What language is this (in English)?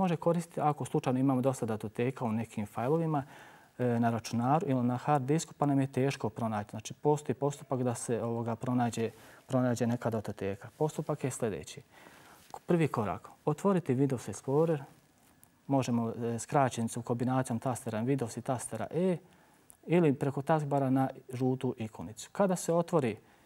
Bosnian